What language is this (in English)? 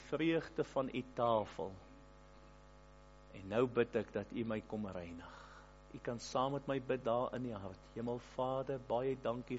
Afrikaans